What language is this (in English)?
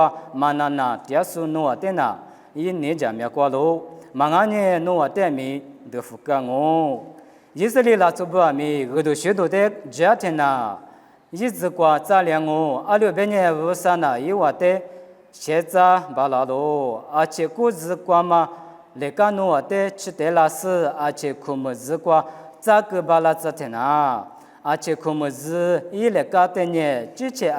Lisu